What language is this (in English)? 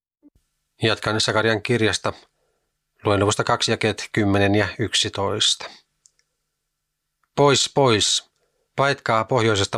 Finnish